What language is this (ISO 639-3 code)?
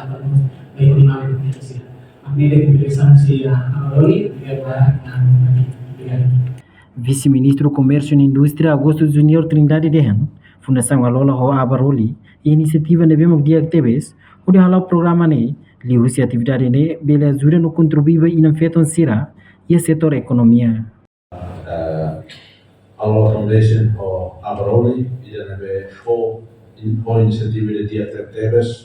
tet